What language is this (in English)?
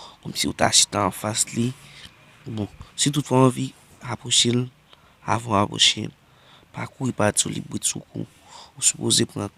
Haitian Creole